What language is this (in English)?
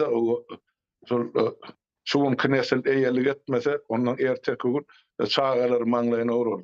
Turkmen